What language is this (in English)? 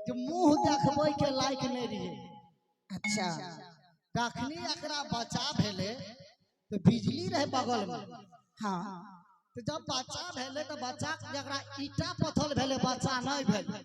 Maithili